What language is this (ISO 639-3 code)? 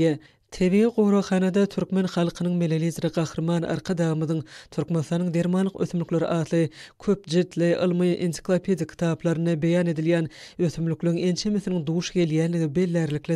tuk